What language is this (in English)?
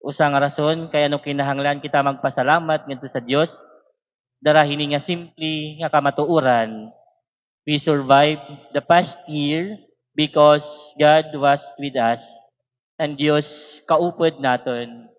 Waray